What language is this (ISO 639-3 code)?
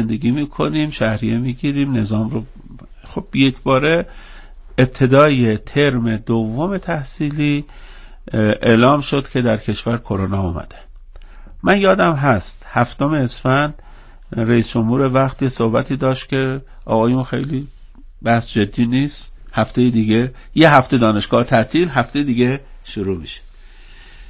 fas